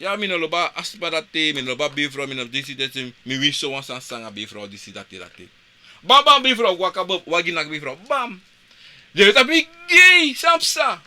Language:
Sranan Tongo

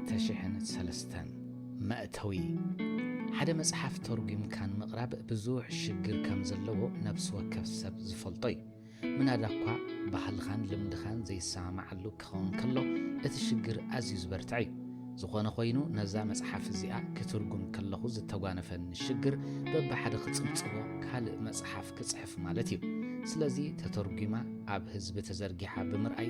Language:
Tigrinya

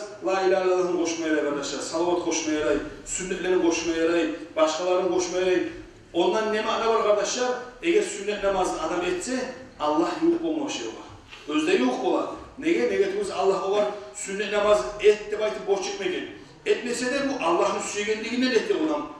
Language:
Kumyk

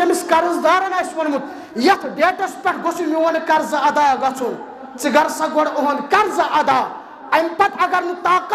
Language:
Kashmiri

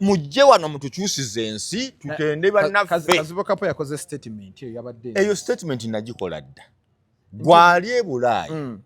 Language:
Ganda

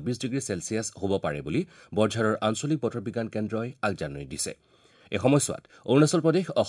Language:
Assamese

